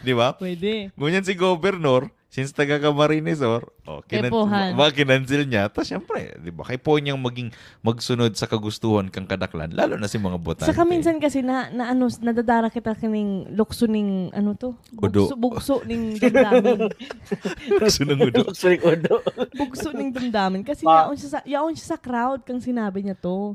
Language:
Bikol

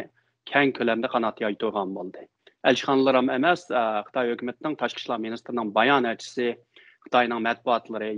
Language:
Uyghur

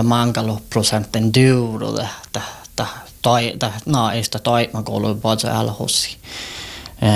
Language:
Finnish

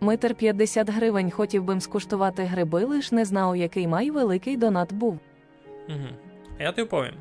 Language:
Rusyn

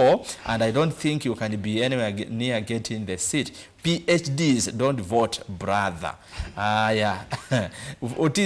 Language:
Kamba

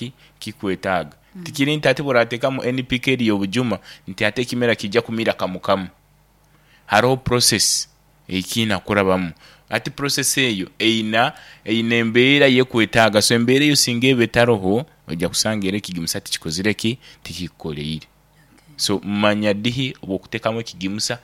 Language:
Nyankole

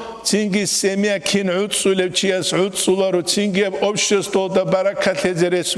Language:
Avaric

